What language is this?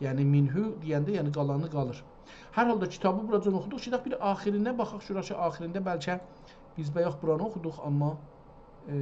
South Azerbaijani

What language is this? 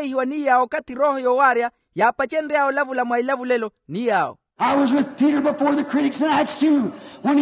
Makhuwa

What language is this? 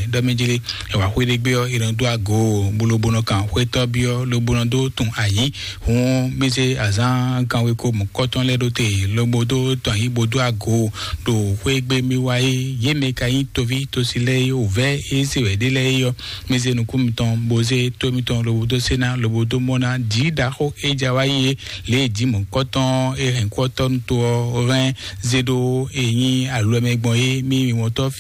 Fon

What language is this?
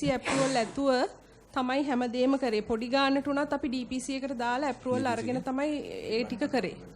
Sinhala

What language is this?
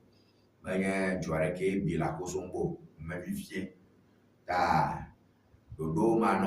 Ewe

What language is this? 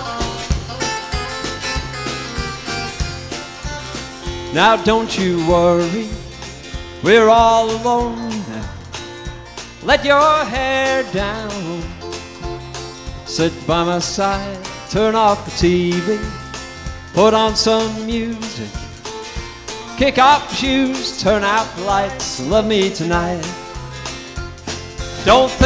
English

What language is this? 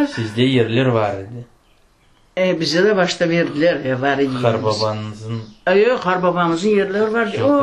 Crimean Tatar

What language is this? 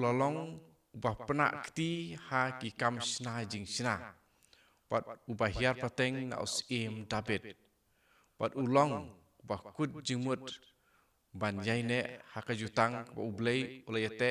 Khasi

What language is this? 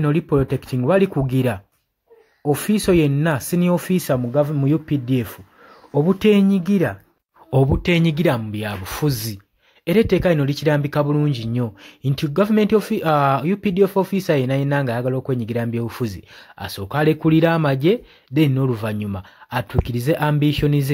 Ganda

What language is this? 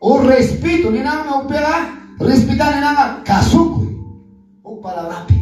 Quechua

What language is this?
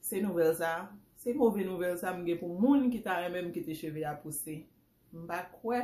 Haitian Creole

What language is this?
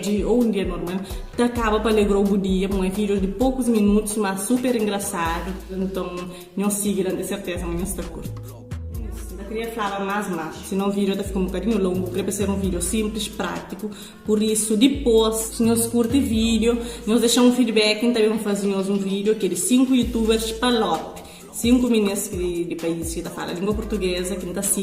Kabuverdianu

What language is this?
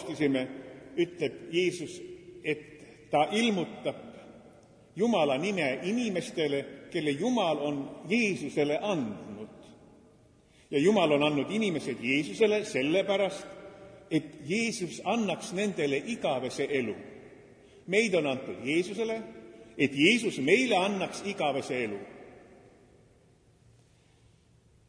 Estonian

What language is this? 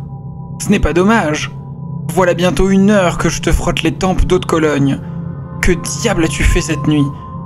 French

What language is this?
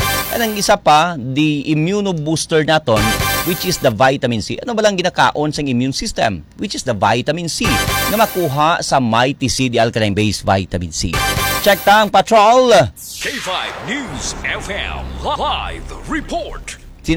Hiligaynon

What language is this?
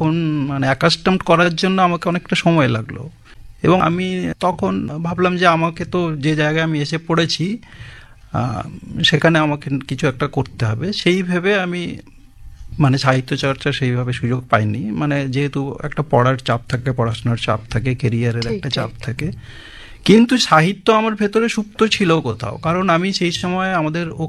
Bangla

